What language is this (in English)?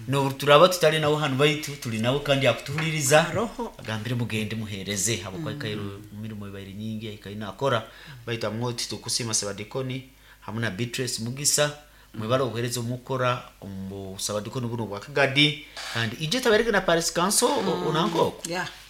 Nyoro